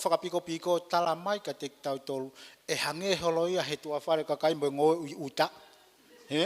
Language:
Tongan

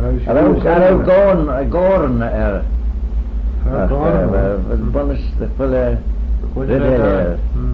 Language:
Manx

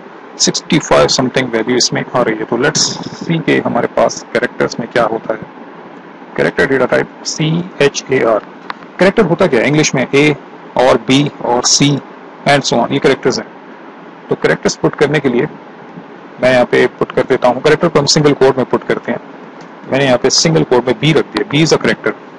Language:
Hindi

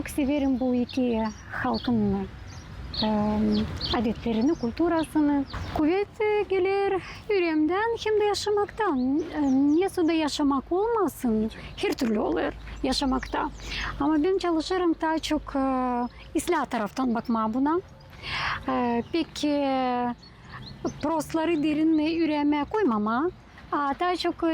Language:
Gagauz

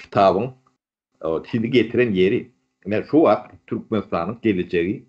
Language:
Turkmen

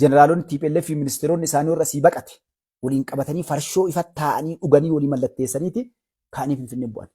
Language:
Oromo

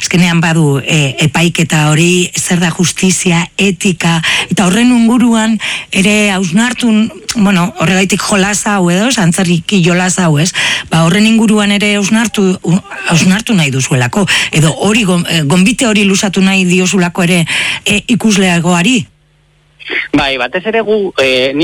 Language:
Basque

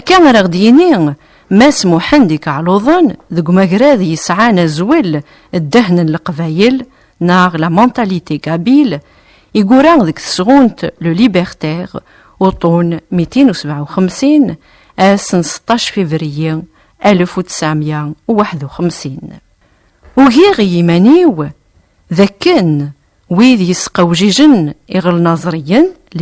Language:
Kabyle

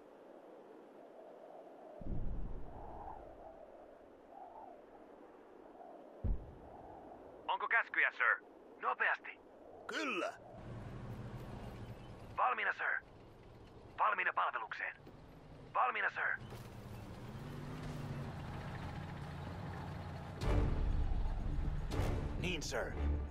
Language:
Finnish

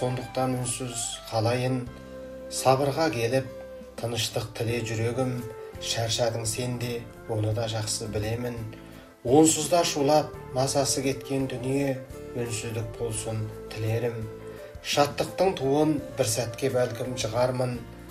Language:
Kazakh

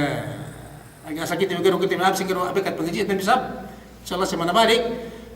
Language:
Yakan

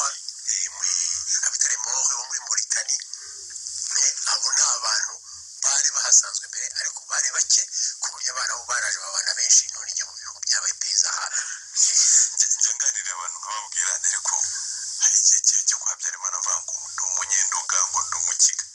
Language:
Kinyarwanda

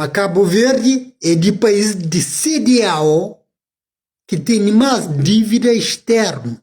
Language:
Kabuverdianu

